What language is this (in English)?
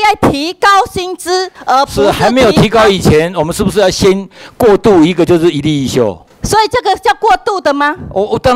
Chinese